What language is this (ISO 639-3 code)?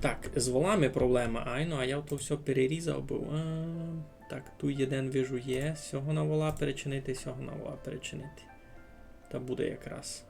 rue